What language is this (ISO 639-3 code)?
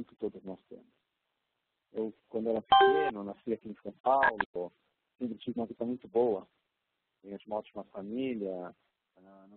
por